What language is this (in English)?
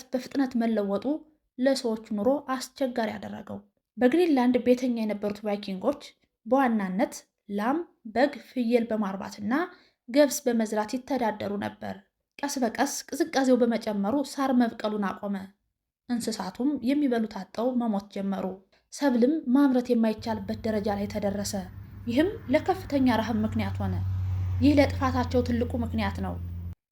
Amharic